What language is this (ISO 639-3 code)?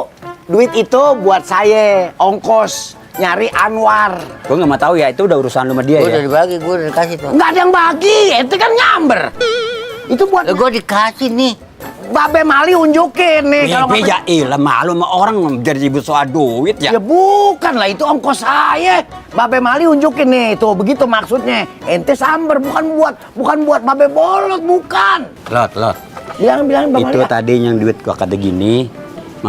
bew